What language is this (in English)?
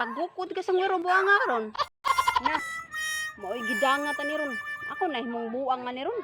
Cebuano